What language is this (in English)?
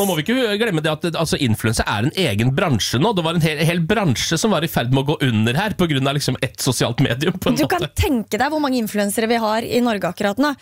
Norwegian